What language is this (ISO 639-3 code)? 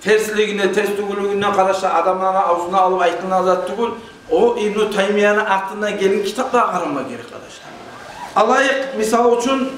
kum